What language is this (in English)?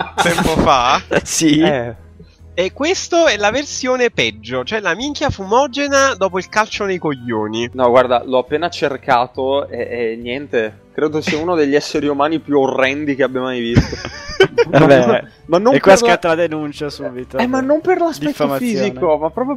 Italian